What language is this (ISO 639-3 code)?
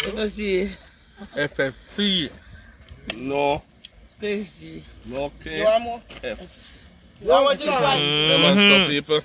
jam